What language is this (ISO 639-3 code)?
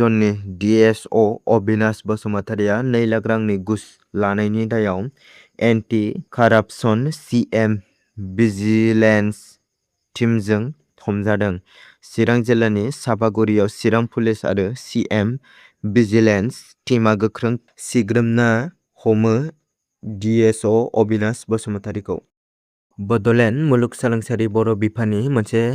brx